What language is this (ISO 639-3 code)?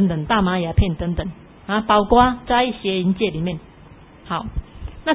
zho